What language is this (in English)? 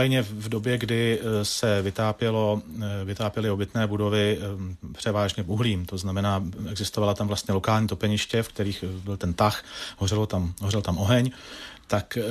Czech